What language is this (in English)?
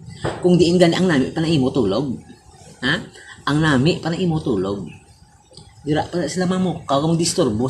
Hiligaynon